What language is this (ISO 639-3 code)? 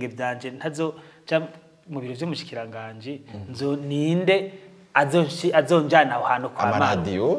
run